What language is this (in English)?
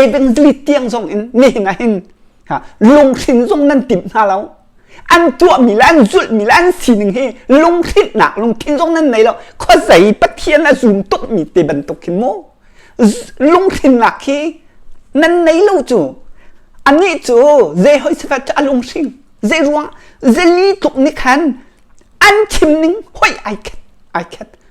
Hakha Chin